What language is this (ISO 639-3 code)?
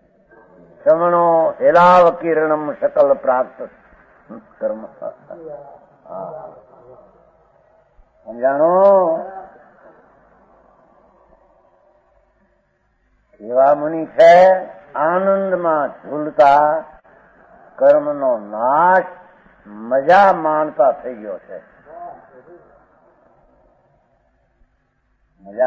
guj